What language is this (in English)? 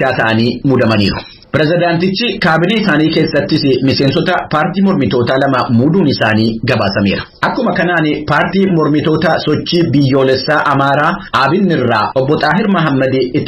Oromo